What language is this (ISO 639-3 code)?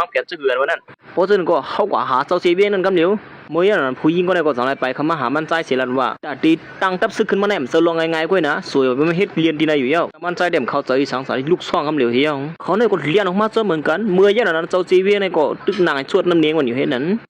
shn